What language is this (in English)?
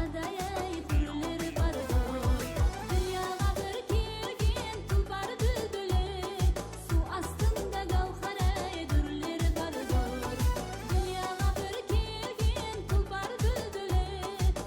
Kara-Kalpak